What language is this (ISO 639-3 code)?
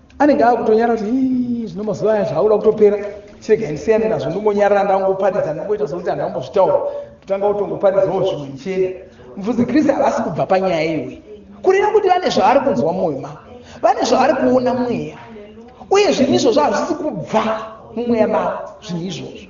sna